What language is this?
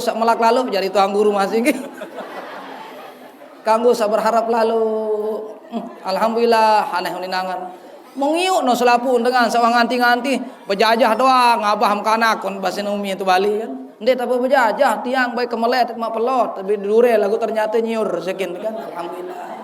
Sasak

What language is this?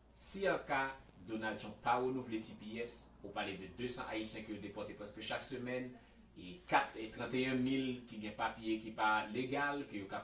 Haitian Creole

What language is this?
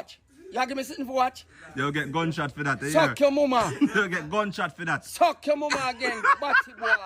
Jamaican Creole English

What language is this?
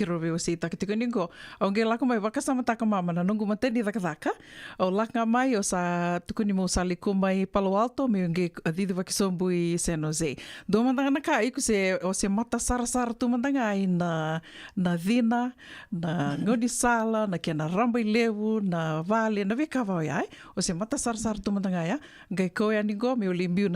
Fijian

